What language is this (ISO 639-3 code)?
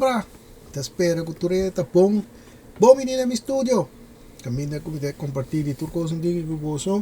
pap